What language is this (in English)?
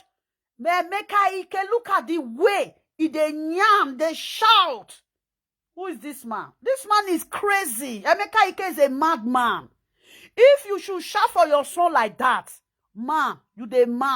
Nigerian Pidgin